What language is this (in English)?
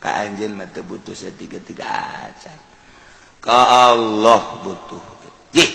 Sundanese